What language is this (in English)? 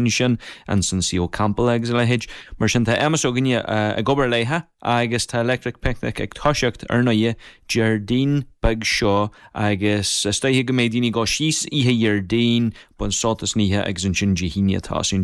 Irish